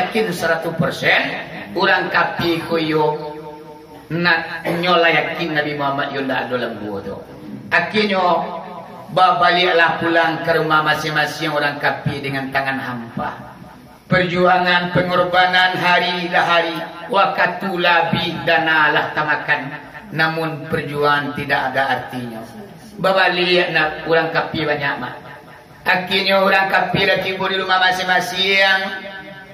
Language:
Minangkabau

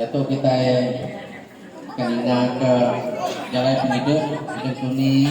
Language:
Iban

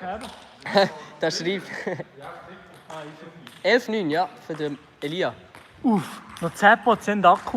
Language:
Swiss German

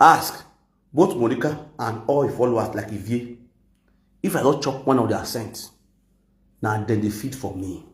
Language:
Nigerian Pidgin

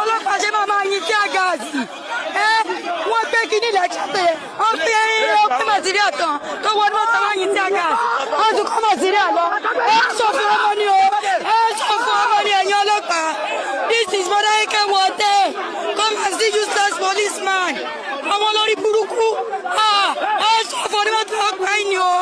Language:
Yoruba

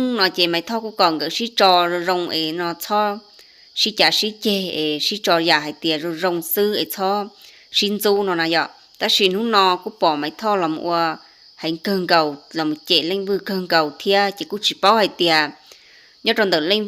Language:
Hmong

